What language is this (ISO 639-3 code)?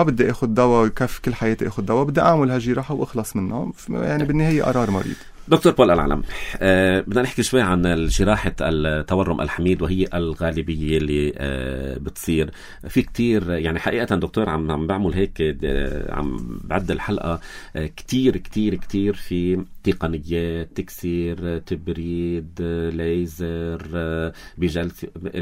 apc